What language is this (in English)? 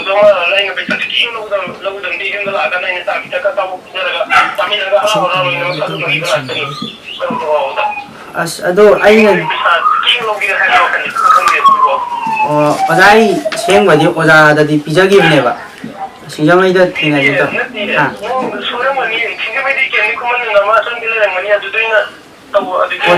Manipuri